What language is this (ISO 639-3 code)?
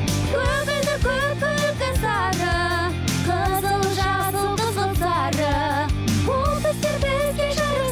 kaz